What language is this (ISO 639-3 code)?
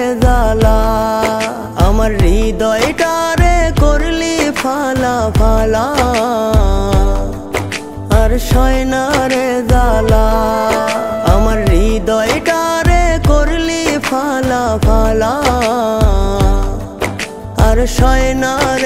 ben